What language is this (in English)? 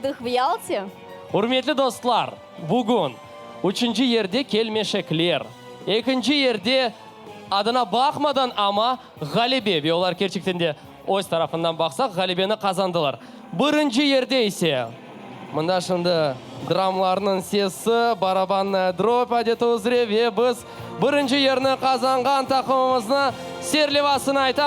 Crimean Tatar